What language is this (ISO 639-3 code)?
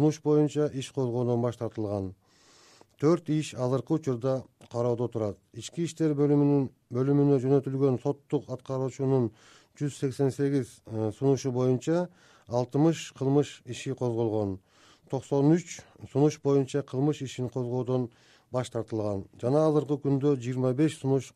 kir